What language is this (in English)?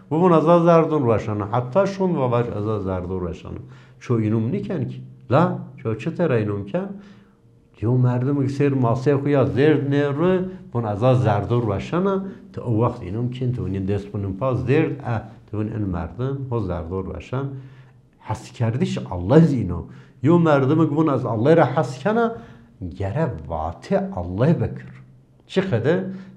Zaza